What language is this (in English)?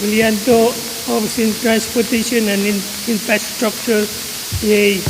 Pohnpeian